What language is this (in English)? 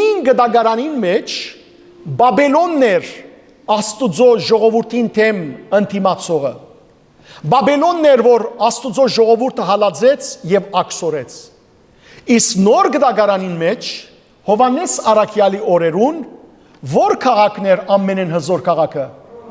Western Armenian